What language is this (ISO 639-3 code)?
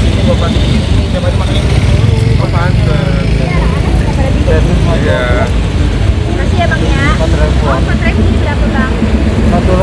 bew